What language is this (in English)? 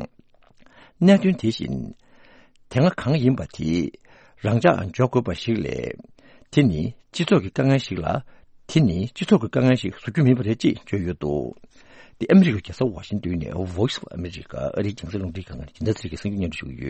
Tibetan